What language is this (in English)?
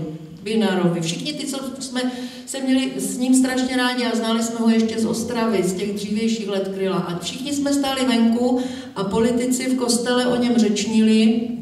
Czech